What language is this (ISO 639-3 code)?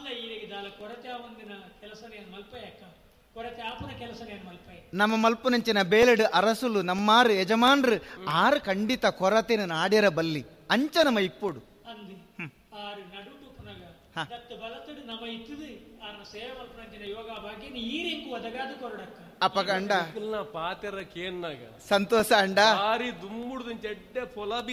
tcy